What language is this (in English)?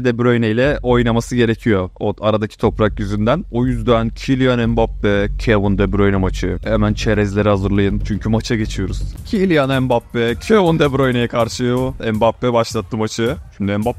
Turkish